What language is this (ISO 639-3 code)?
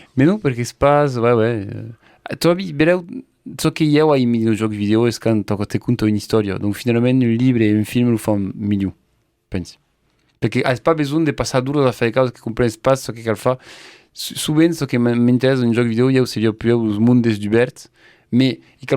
oci